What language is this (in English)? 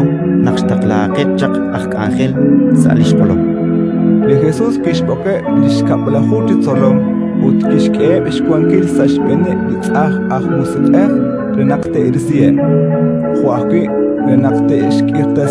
Kekchí